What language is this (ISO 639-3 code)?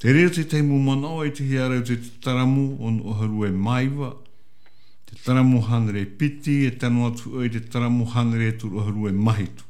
tah